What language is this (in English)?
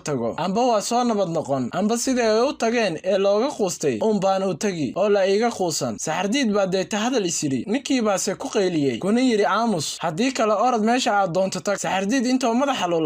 Somali